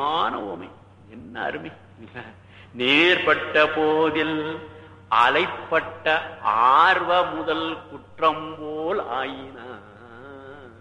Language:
Tamil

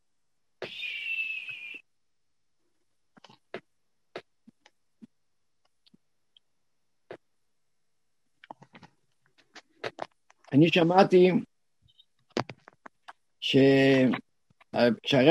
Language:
Hebrew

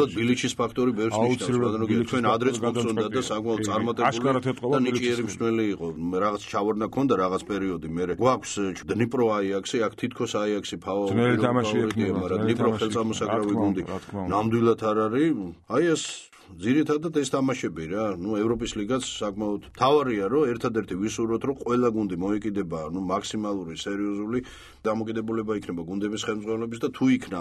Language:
Georgian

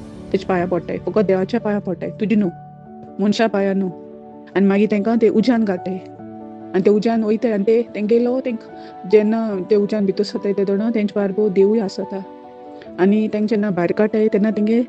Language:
Konkani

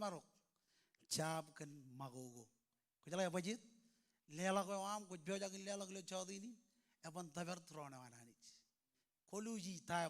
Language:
Marshallese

